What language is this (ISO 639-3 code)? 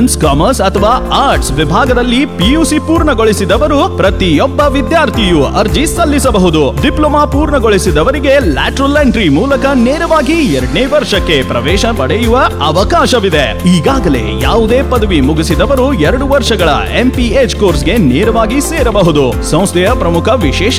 kan